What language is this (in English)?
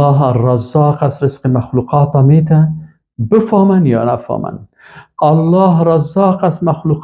Persian